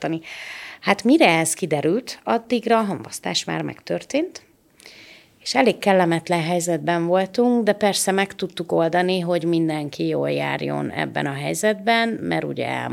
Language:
Hungarian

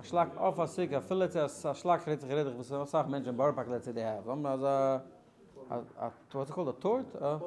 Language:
Yiddish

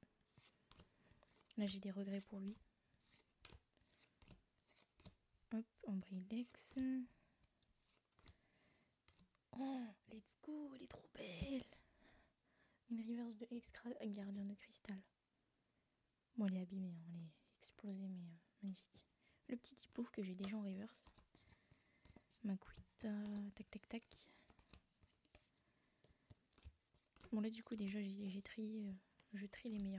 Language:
French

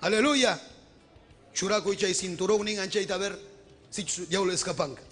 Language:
Ayacucho Quechua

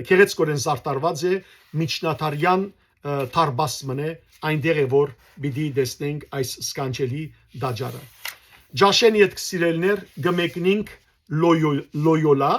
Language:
Western Armenian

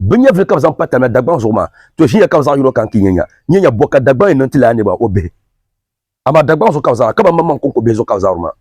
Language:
Dagbani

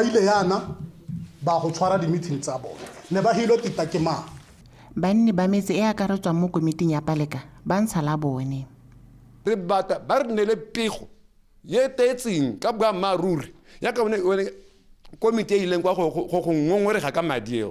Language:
Tswana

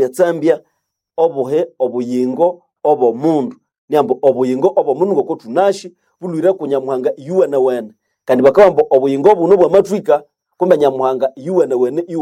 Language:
Nande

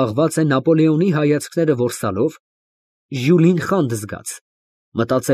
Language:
Armenian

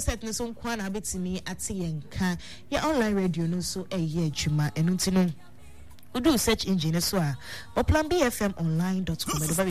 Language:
Akan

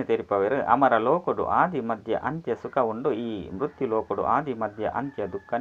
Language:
Tulu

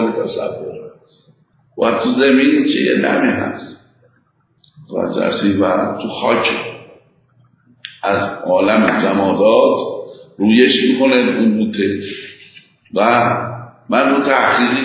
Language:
Persian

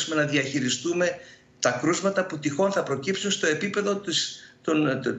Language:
Greek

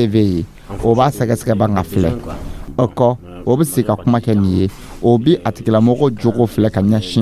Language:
Dyula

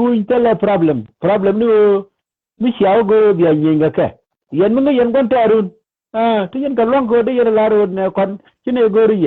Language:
Nuer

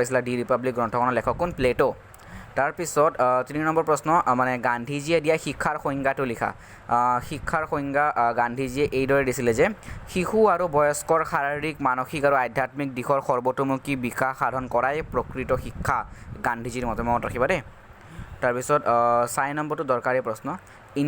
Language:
Assamese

